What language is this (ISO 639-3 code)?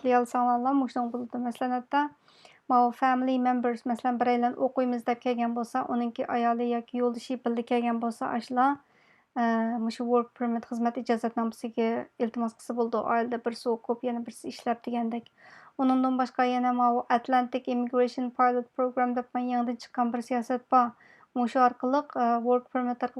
uig